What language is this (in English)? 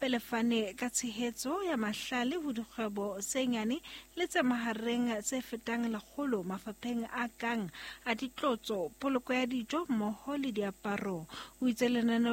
Southern Sotho